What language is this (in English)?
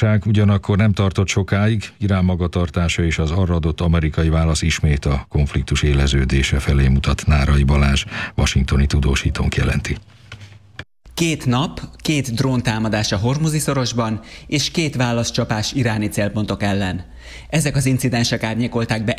Hungarian